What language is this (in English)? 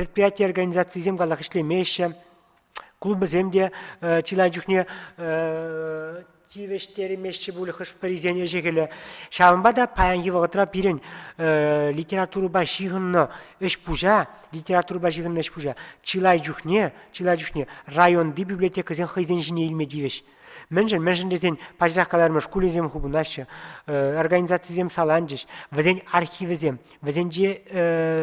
Chuvash